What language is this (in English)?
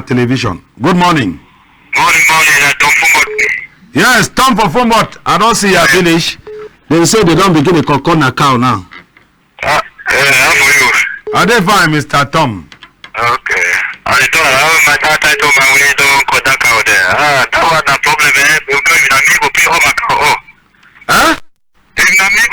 Cameroon Pidgin